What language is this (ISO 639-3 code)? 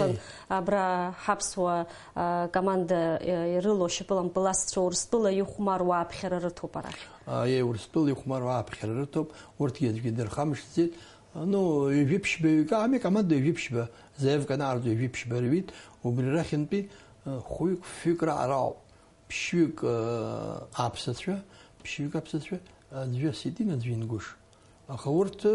abk